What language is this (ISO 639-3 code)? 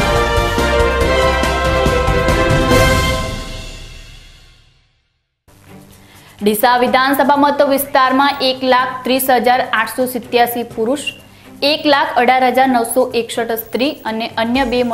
guj